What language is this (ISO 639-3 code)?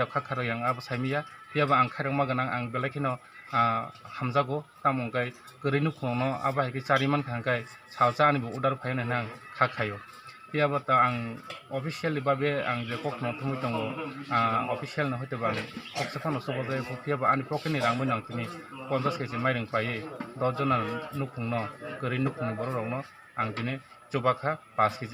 trp